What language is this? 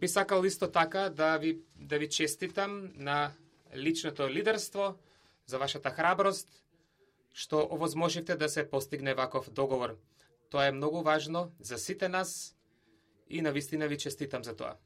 Macedonian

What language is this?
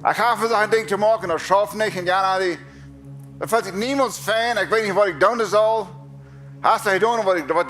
Plautdietsch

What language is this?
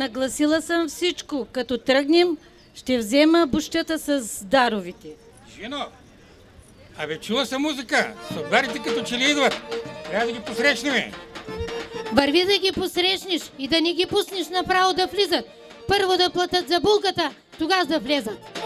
Bulgarian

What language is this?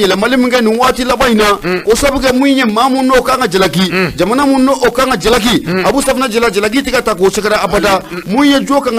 Bambara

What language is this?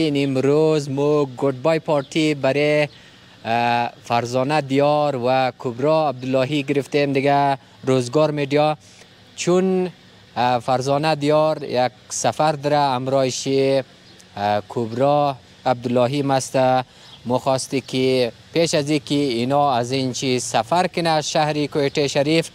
Persian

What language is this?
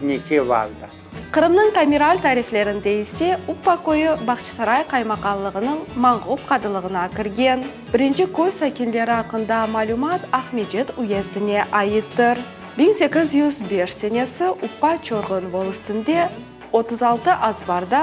Crimean Tatar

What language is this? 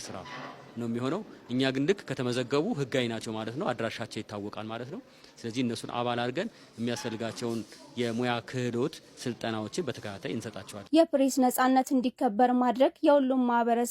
Amharic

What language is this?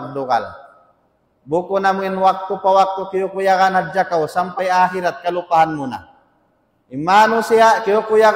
Tausug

